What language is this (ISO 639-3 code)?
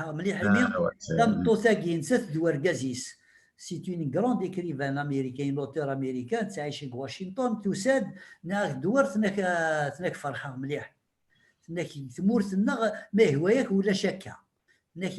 kab